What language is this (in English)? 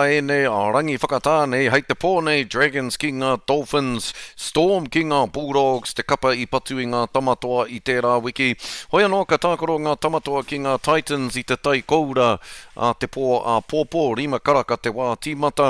Māori